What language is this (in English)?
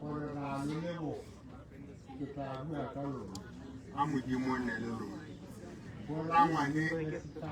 Tswana